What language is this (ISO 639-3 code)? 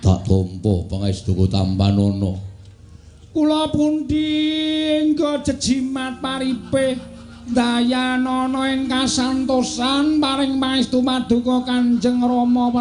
jav